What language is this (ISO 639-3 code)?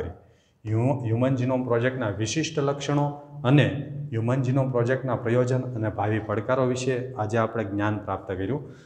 guj